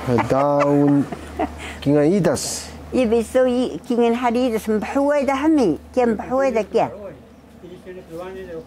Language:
Taroko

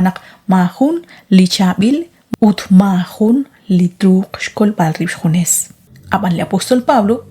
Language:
Kekchí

